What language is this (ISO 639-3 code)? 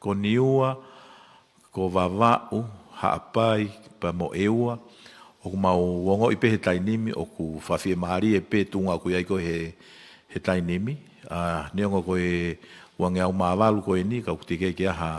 ton